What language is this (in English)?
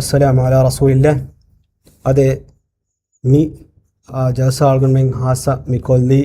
Divehi